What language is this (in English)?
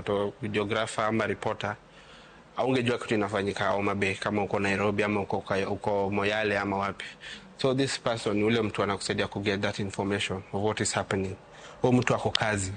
Luo (Kenya and Tanzania)